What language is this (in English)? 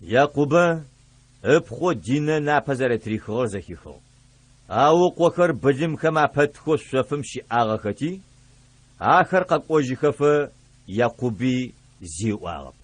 Adyghe